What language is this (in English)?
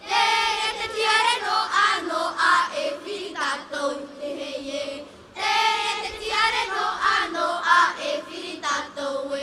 Tahitian